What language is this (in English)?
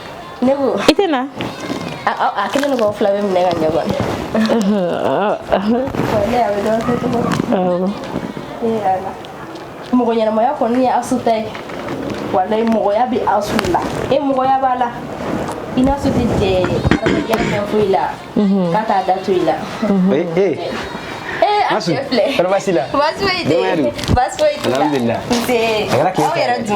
Bambara